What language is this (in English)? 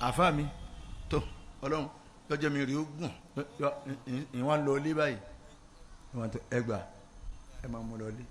Yoruba